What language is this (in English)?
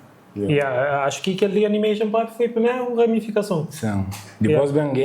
Kabuverdianu